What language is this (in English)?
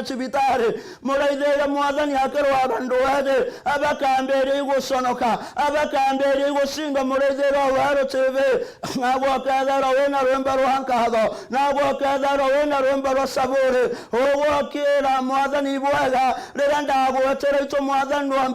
Meru